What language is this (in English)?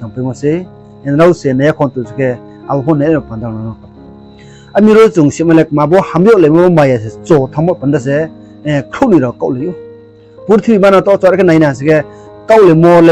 Riang (India)